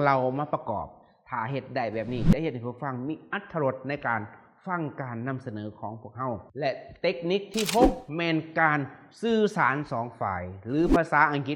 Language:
Lao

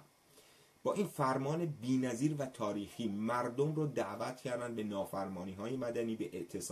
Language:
Persian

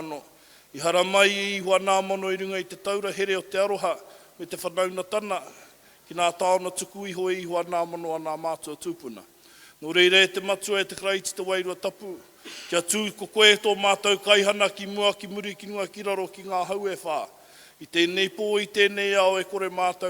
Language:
Māori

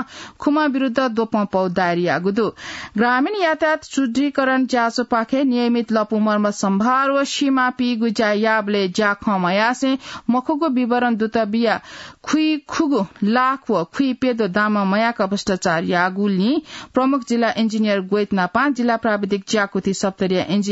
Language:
Newari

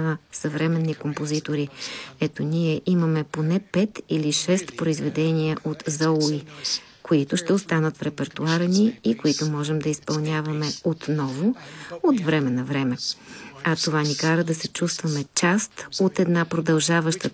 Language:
Bulgarian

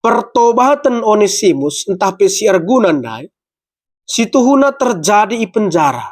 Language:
Batak Karo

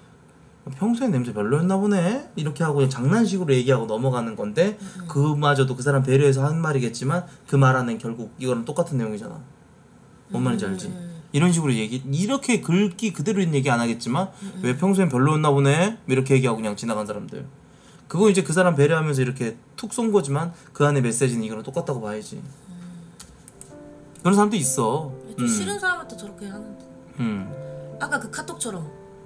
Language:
Korean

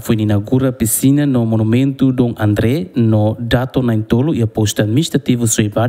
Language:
Tetum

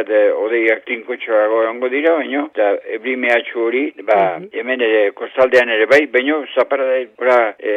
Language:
Basque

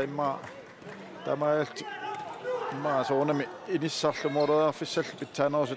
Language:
Kalaallisut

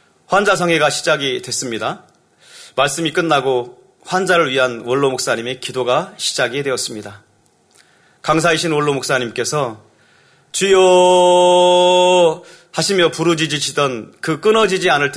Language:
Korean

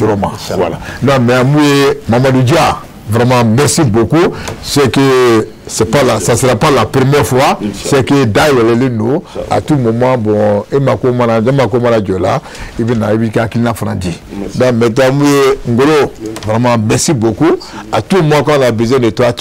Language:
Bambara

